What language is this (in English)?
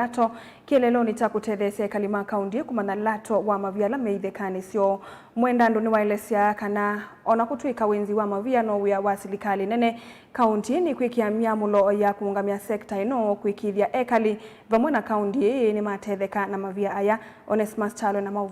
Kamba